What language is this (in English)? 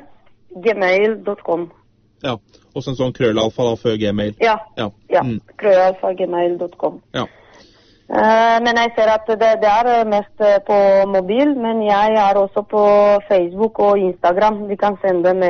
Norwegian